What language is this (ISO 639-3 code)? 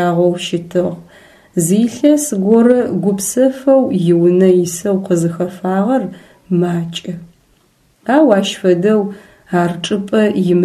ady